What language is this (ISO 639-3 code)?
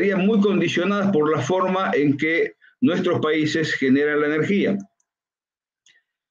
spa